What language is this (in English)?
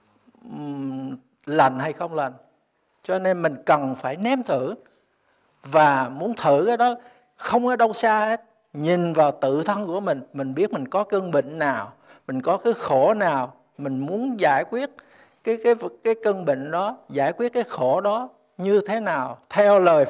Vietnamese